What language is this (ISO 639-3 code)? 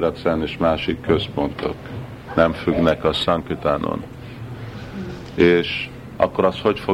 hun